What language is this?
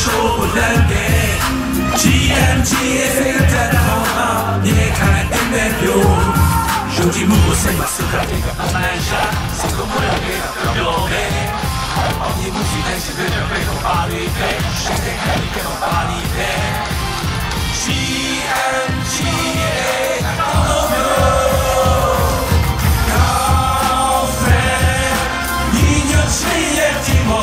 Burmese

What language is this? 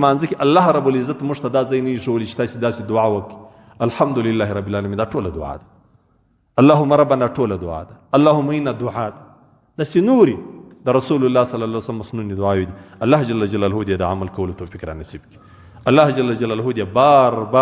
Pashto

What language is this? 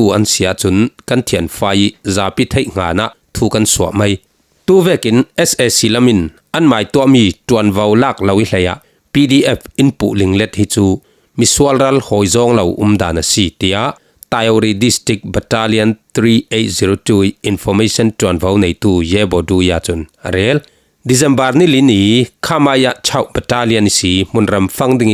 Falam Chin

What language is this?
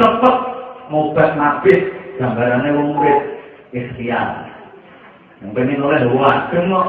Javanese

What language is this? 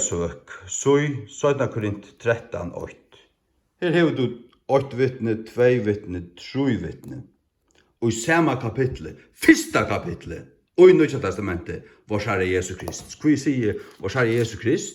Faroese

